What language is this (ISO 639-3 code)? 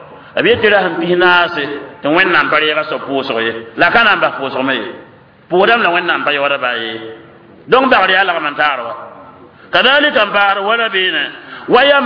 mos